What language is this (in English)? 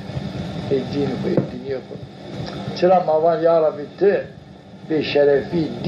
Zaza